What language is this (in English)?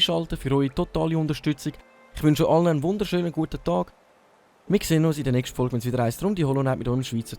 Swiss German